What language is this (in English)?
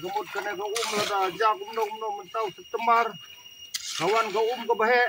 Khasi